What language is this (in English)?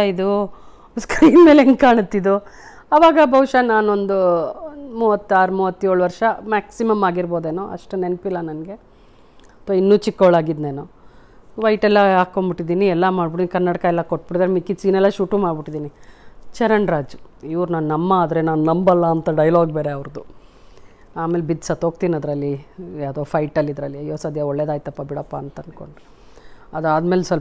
Kannada